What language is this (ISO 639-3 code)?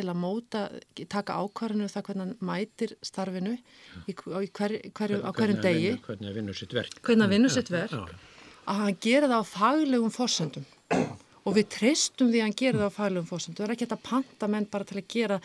isl